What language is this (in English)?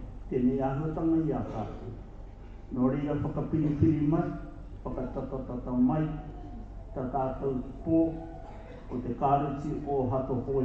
Māori